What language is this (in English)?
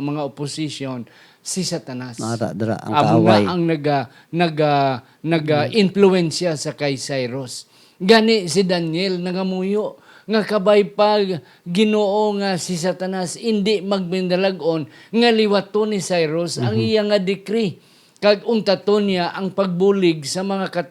Hiligaynon